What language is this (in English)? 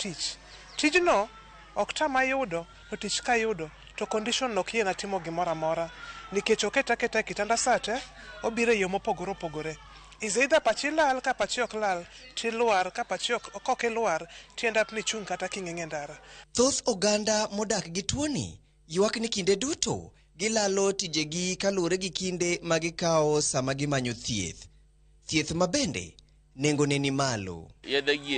Luo (Kenya and Tanzania)